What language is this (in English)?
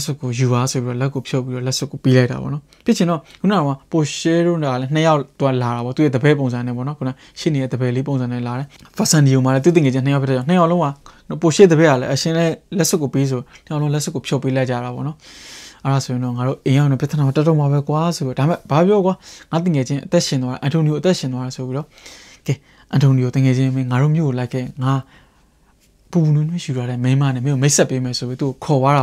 Burmese